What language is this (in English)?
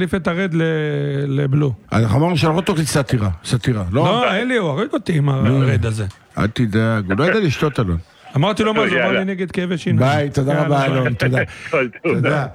Hebrew